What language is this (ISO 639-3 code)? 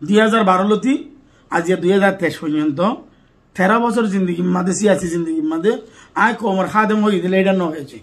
rhg